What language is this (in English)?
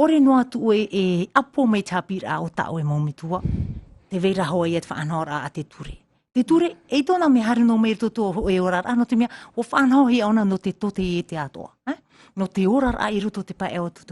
Tahitian